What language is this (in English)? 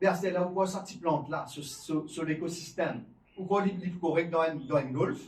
Morisyen